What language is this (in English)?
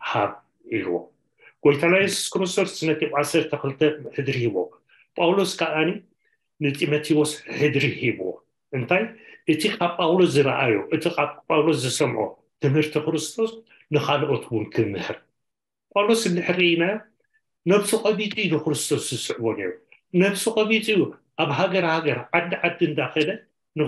Tigrinya